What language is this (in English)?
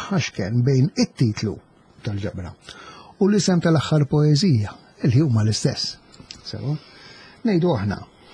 Maltese